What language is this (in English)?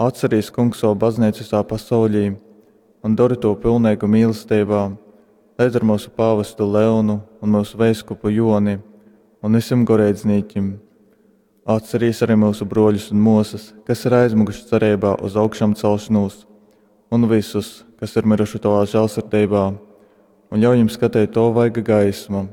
Latgalian